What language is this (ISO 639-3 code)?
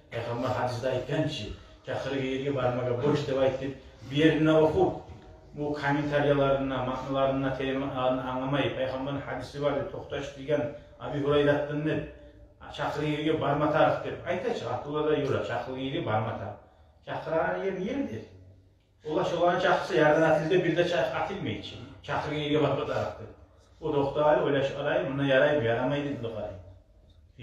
kum